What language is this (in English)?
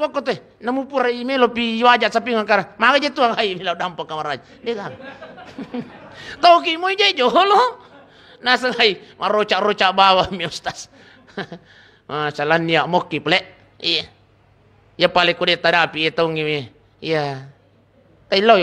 Buginese